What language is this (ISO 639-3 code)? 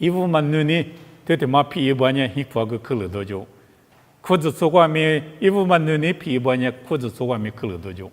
lis